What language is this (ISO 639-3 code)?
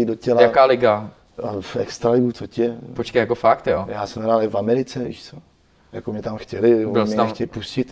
ces